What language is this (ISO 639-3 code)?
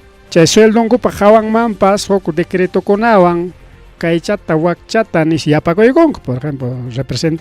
quy